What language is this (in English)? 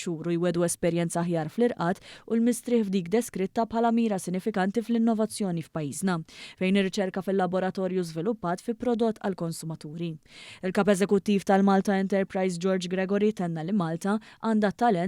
Maltese